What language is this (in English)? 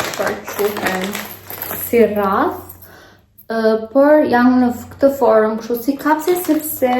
Albanian